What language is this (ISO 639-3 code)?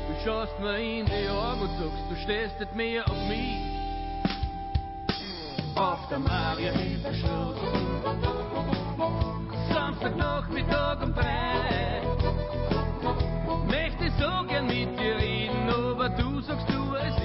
deu